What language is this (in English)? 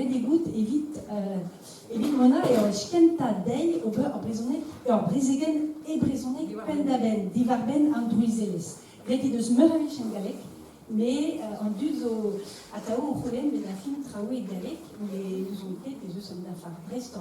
Breton